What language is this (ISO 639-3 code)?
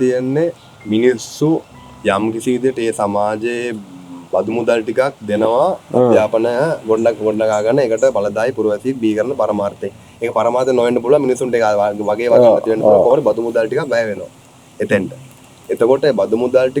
sin